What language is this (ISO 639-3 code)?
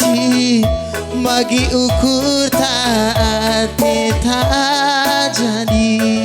btx